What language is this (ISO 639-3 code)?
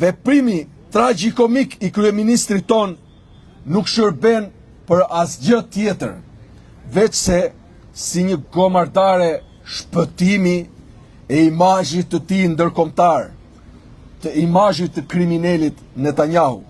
sqi